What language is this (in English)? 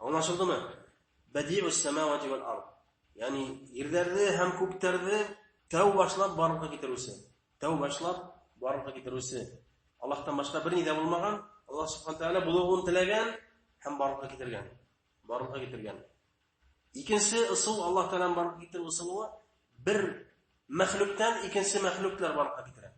Bashkir